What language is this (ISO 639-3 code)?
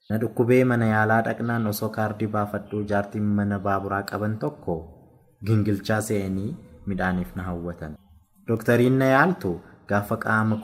orm